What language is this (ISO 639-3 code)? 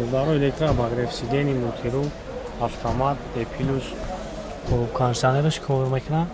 tgk